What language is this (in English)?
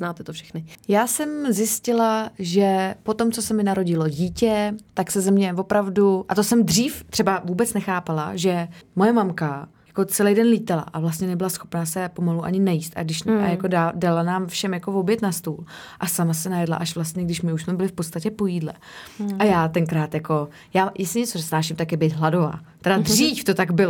Czech